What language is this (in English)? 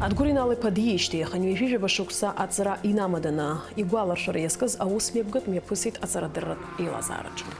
Abkhazian